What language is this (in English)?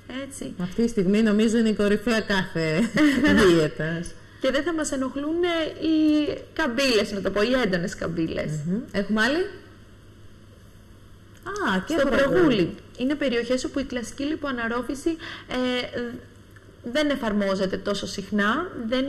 Greek